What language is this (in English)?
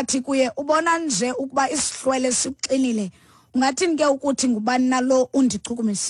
Xhosa